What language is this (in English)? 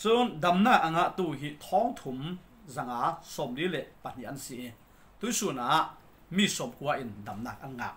Falam Chin